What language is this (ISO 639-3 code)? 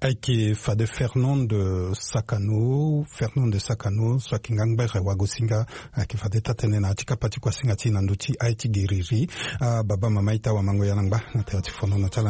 sag